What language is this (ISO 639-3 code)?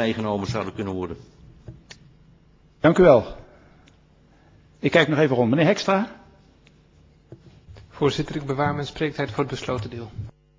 nld